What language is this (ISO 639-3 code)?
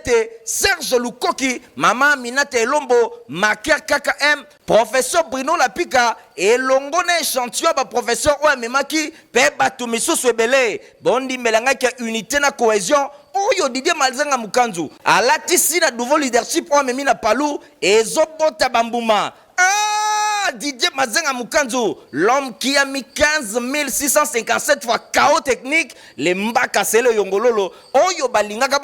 lin